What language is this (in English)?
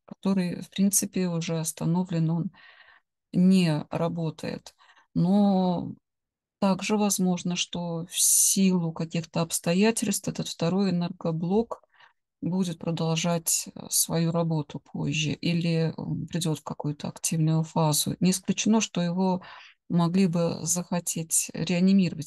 Russian